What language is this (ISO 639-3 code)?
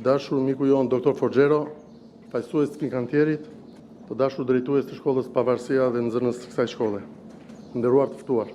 sqi